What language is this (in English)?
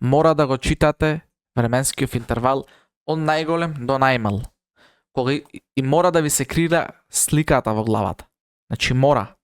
Macedonian